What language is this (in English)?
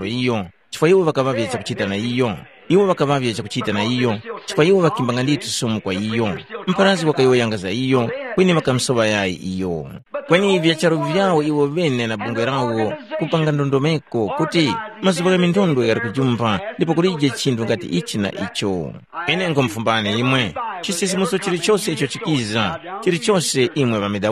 Tumbuka